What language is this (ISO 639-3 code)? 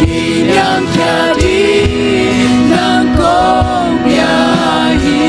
ctd